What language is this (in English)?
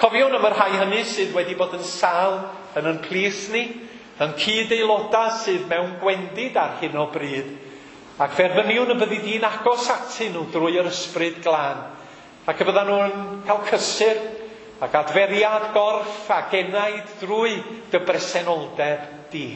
Welsh